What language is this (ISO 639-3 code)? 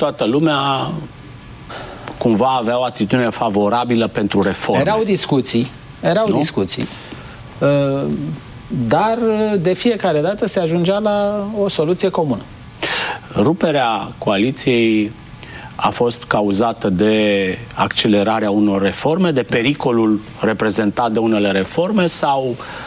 ron